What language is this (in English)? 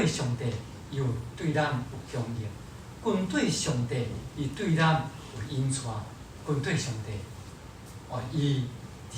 Min Nan Chinese